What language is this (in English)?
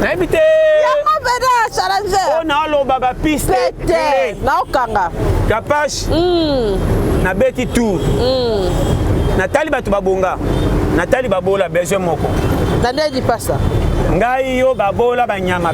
Lingala